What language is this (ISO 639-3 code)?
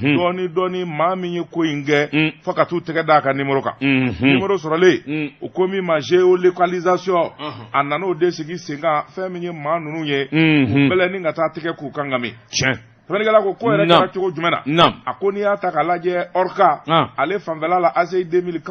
bam